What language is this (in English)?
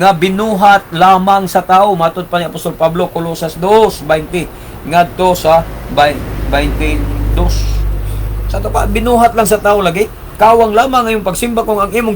Cebuano